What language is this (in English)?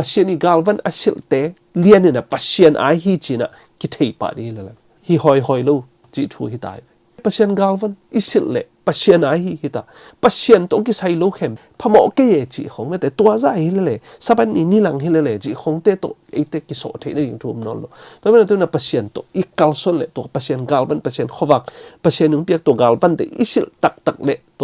Tedim Chin